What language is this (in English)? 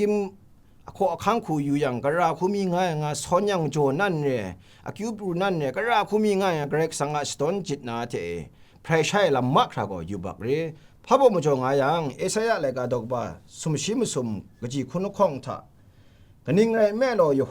Kachin